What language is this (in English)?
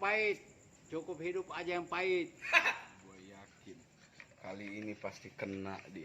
Betawi